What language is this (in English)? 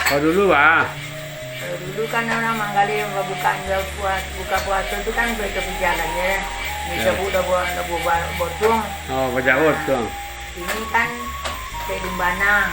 Minangkabau